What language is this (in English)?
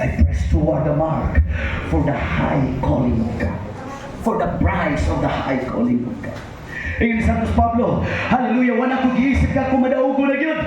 Cebuano